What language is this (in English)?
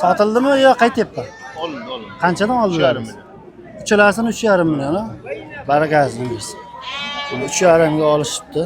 Uzbek